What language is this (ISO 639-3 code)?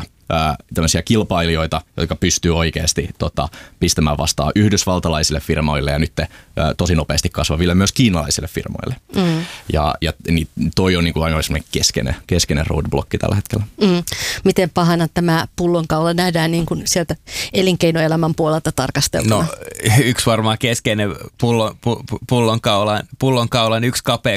fin